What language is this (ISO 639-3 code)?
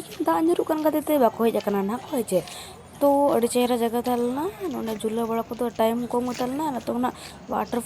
sat